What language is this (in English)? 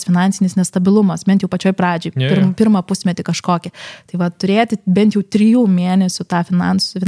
Lithuanian